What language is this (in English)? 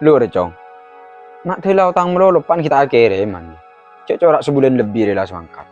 Madurese